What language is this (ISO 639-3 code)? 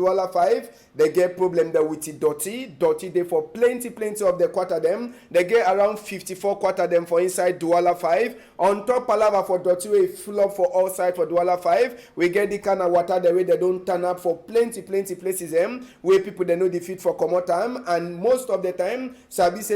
wes